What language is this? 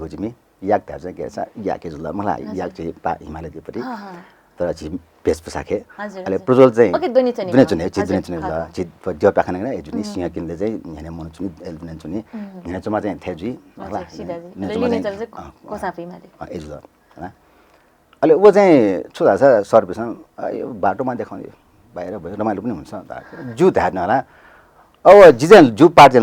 Newari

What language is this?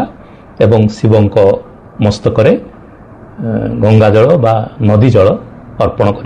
Odia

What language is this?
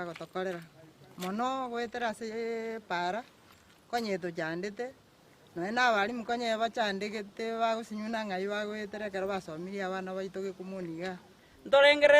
Gusii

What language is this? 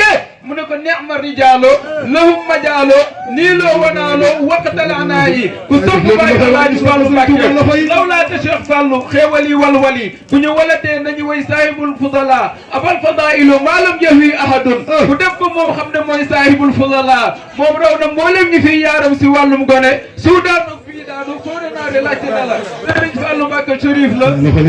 Wolof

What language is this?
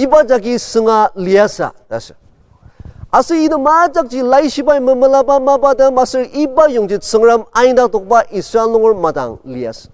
Ao Naga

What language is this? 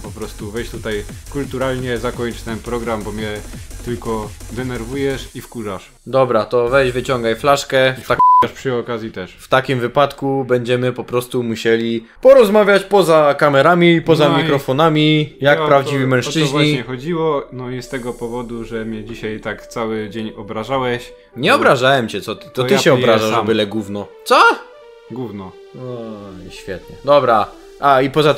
Polish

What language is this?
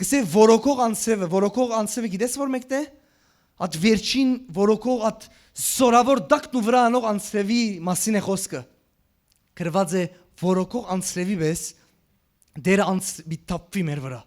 Western Armenian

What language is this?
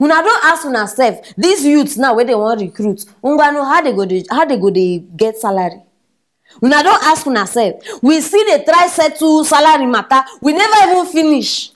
Nigerian Pidgin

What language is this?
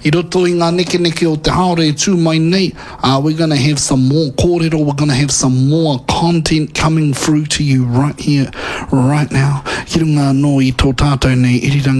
Māori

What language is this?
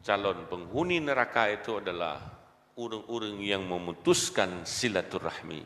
Achinese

